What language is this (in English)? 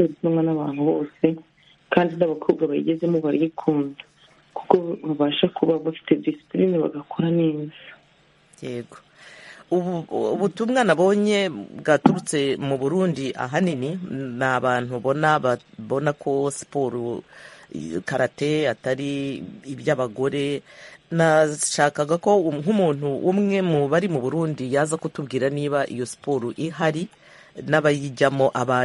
Kinyarwanda